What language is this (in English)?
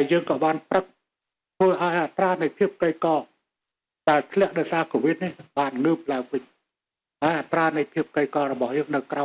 Khmer